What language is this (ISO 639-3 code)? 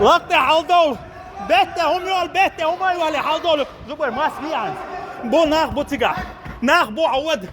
che